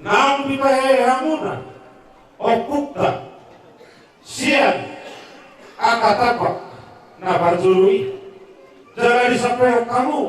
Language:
Batak Toba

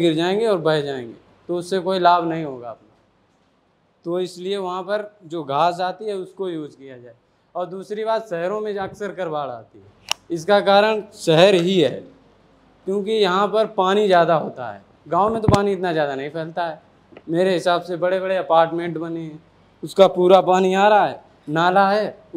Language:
Hindi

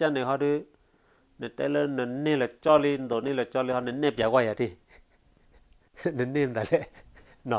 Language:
S'gaw Karen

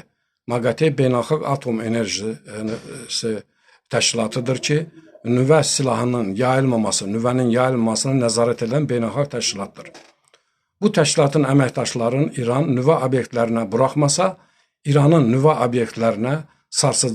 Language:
Azerbaijani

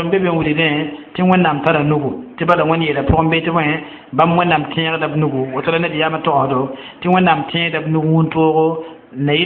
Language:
Mossi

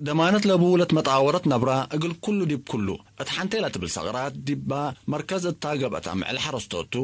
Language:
Tigre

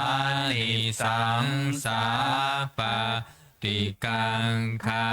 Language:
Pali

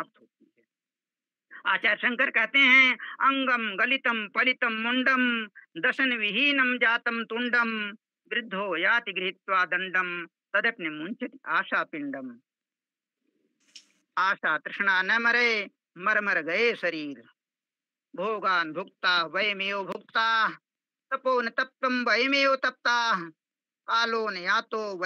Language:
Hindi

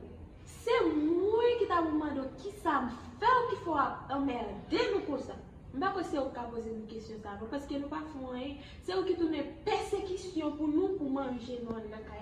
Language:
Haitian Creole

